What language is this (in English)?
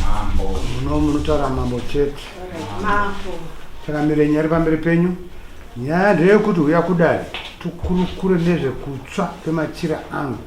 Shona